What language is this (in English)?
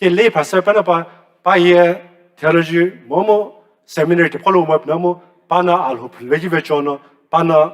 Sumi Naga